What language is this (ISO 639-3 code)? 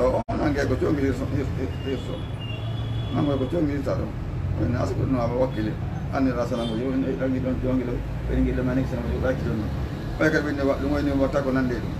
ful